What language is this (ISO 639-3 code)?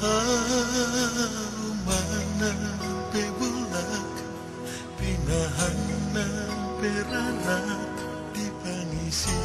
bbc